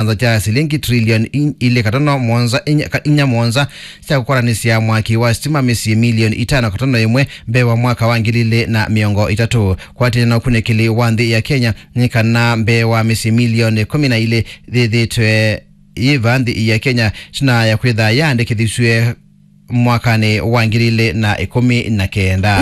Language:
Kamba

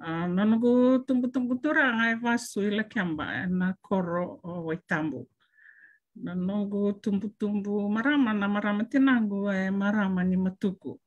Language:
Fijian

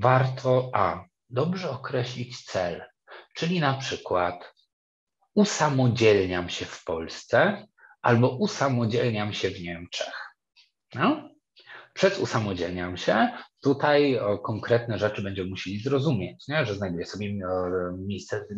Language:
Polish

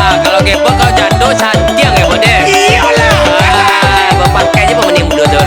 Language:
Minangkabau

